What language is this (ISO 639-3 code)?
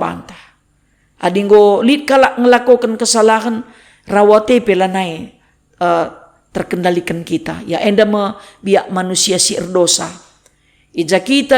btx